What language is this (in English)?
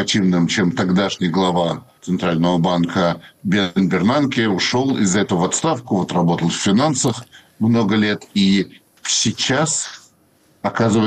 Russian